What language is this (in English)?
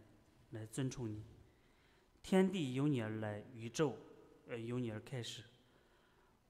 Chinese